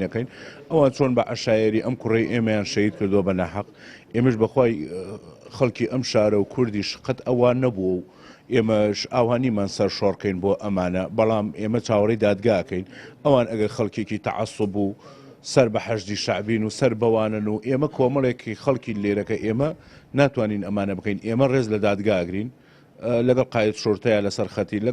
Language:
Central Kurdish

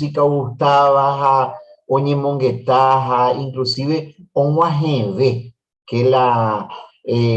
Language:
Guarani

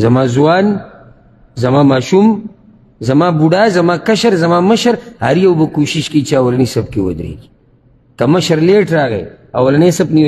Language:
Pashto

